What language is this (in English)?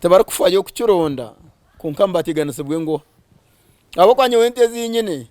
Nyankole